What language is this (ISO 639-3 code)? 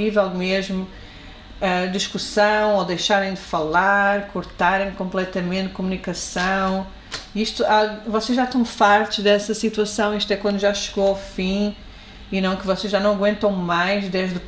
por